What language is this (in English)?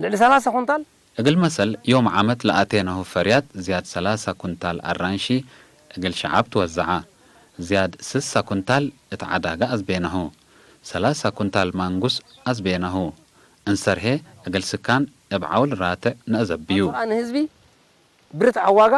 Tigre